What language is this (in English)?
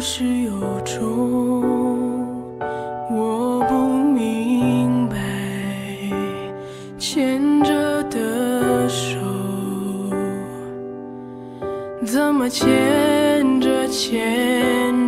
Chinese